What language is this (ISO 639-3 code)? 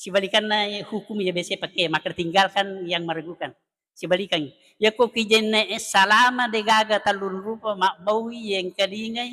bug